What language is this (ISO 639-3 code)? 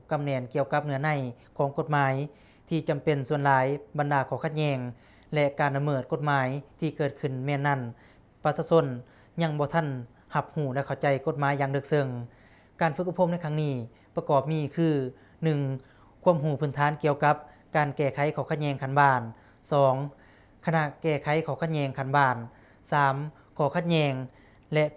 lao